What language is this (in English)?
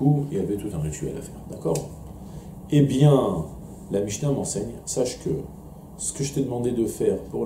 French